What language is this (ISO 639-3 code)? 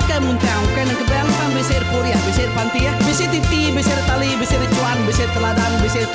iba